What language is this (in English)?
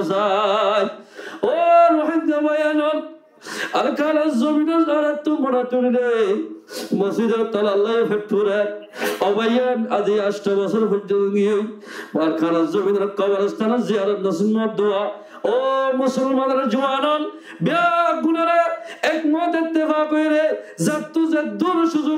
Rohingya